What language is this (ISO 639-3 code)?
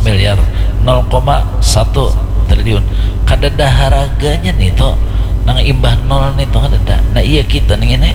bjn